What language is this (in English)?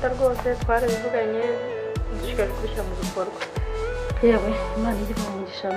Kinyarwanda